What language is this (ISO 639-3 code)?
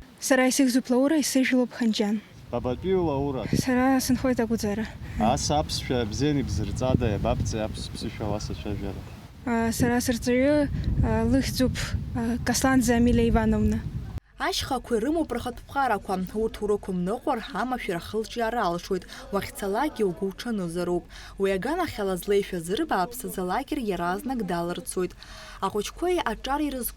abk